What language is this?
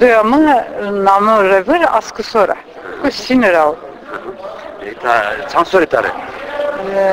Zaza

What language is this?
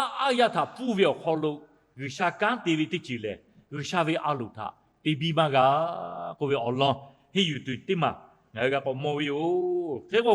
Lahu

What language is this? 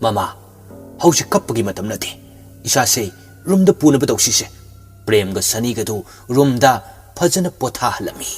Manipuri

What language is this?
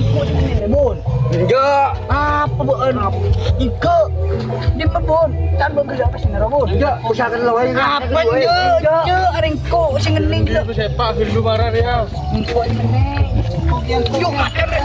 Madurese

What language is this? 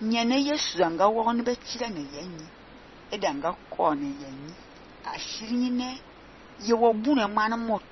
Fang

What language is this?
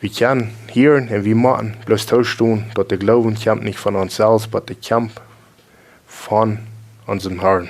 Plautdietsch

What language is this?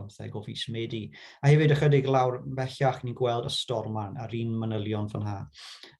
Welsh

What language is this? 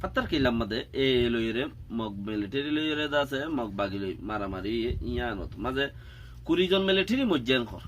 Rohingya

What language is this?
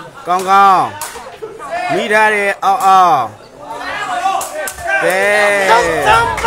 Burmese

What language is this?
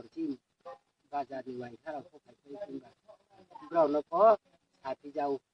Riang (India)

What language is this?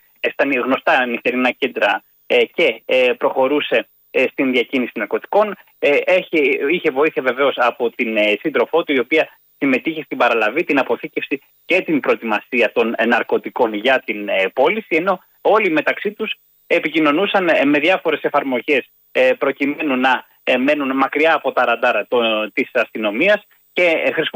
Greek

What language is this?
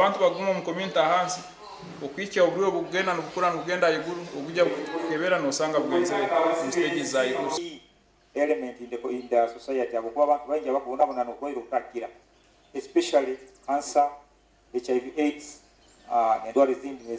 Nyankole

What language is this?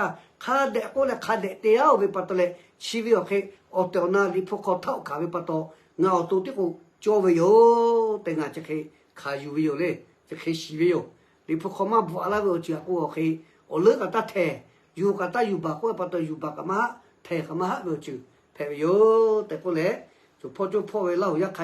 Lahu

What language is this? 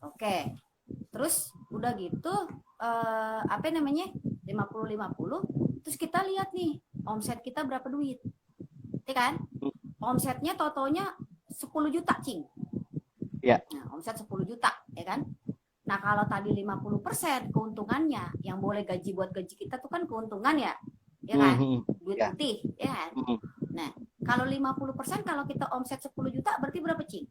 Betawi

